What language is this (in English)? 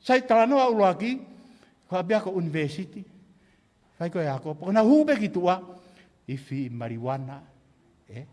Tongan